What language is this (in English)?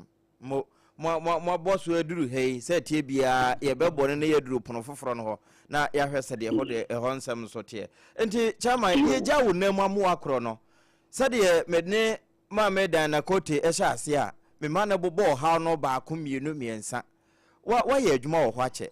Akan